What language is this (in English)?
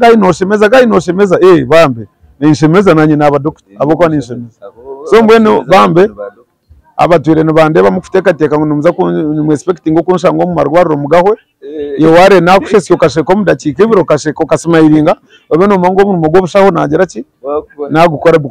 Nyankole